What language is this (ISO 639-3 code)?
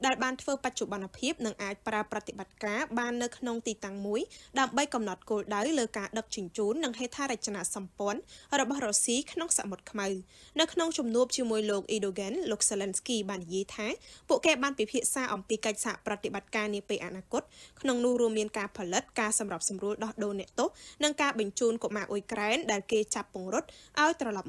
khm